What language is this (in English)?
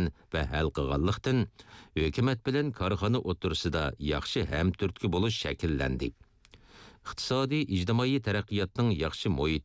Uyghur